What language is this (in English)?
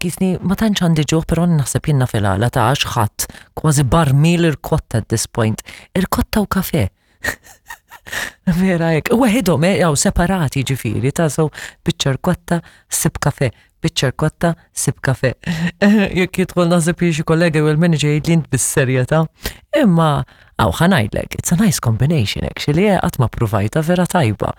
Maltese